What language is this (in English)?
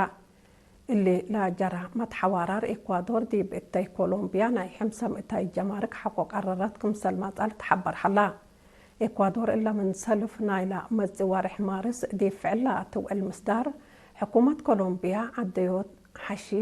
Tigre